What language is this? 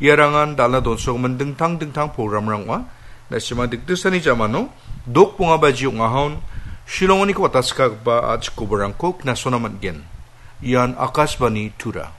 Garo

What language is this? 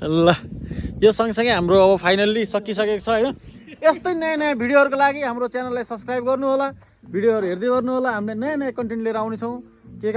Nepali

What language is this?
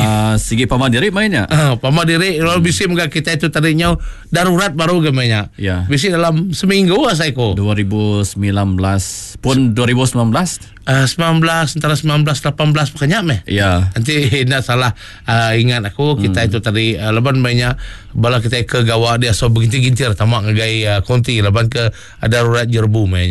Iban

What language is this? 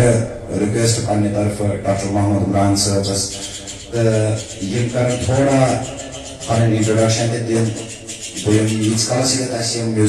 Kashmiri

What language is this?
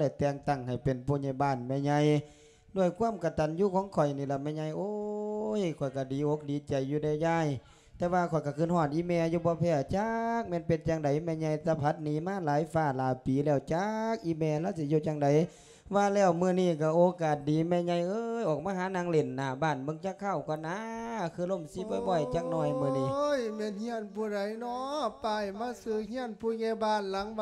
Lao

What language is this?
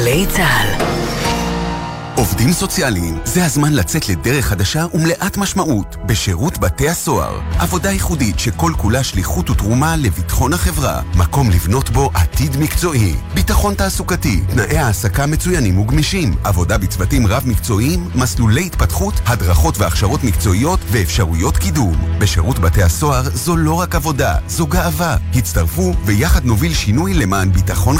Hebrew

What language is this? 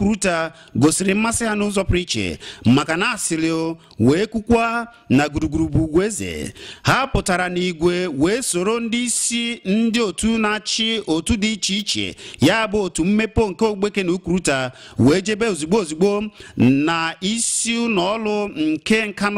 Igbo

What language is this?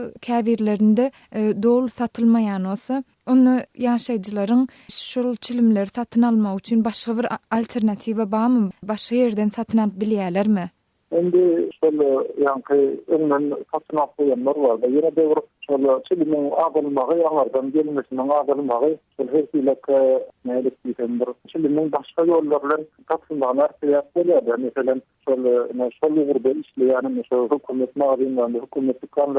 Turkmen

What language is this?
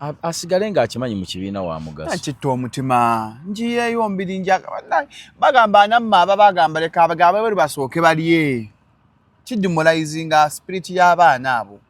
Ganda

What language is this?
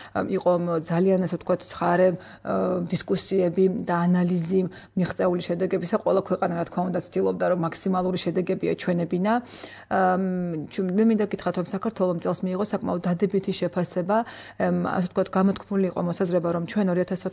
Georgian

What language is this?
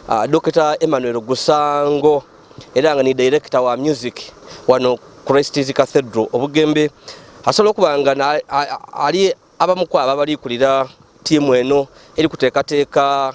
Ganda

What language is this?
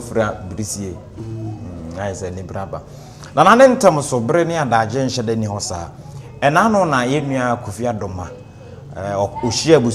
Akan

